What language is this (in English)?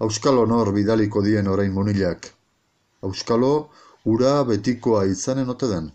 Basque